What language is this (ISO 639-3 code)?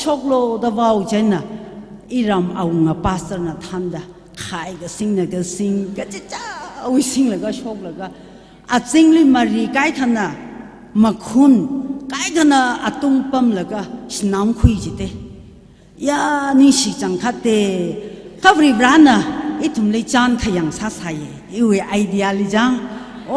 nmf